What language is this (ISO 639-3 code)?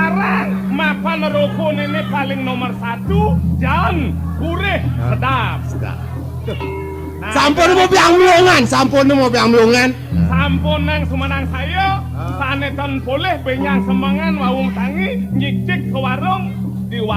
ban